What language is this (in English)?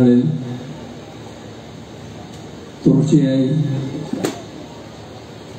Malayalam